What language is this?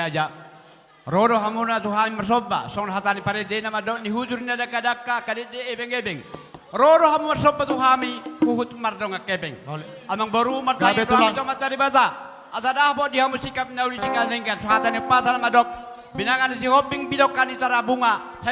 Batak Toba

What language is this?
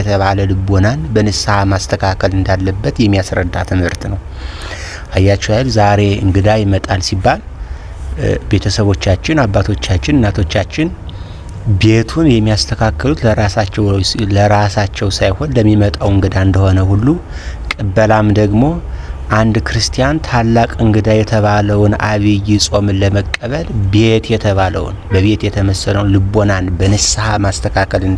Amharic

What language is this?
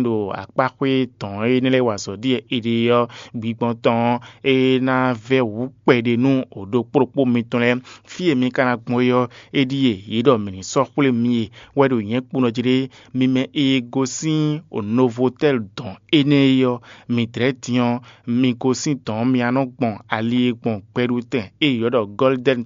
Fon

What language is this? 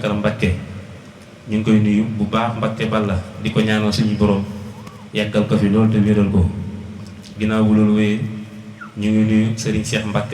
Wolof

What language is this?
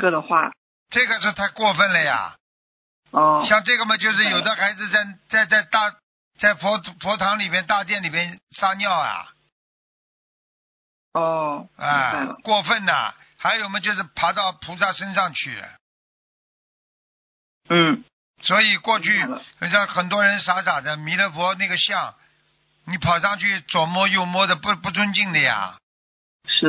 Chinese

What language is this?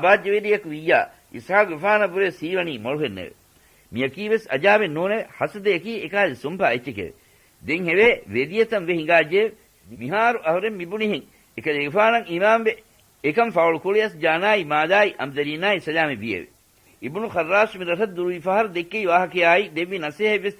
Divehi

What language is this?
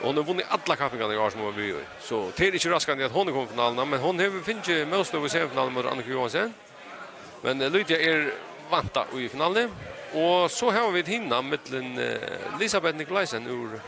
Faroese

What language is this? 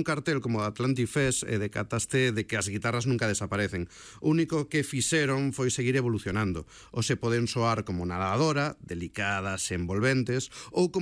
Galician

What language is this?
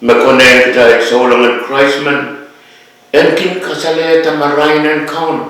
Pohnpeian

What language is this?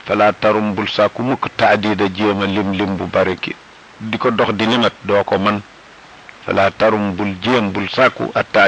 Wolof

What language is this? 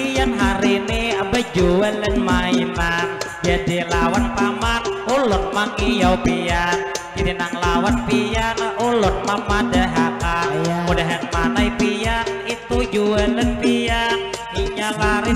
Banjar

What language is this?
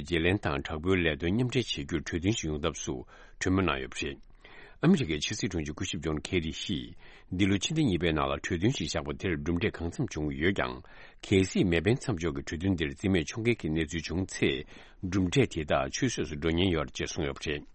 Tibetan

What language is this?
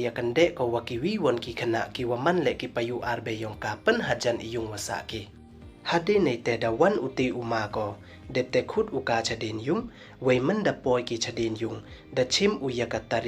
Pnar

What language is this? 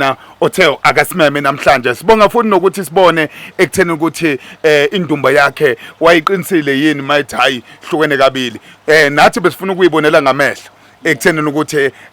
Zulu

